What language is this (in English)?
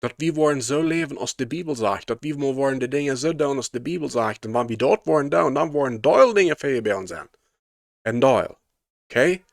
Plautdietsch